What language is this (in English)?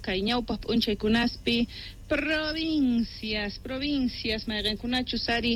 Quechua